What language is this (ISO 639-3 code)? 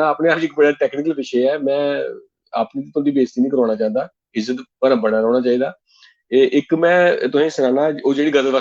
doi